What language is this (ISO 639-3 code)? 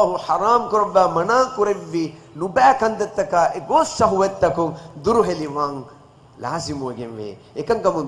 div